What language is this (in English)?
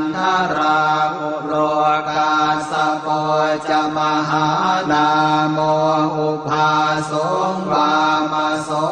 Pali